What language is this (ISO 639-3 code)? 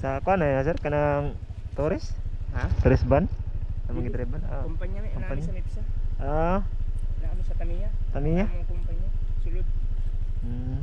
ceb